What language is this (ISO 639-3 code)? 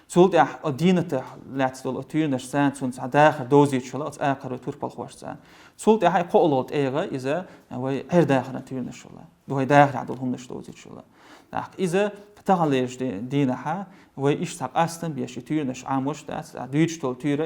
che